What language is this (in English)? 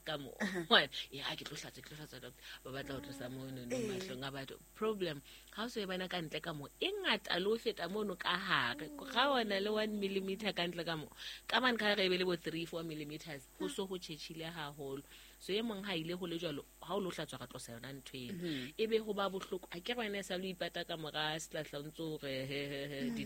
Southern Sotho